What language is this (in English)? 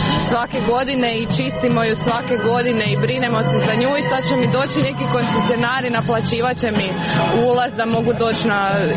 Croatian